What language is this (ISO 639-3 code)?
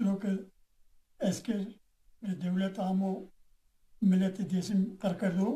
zza